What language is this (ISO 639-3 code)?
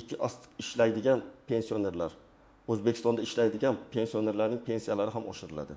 uzb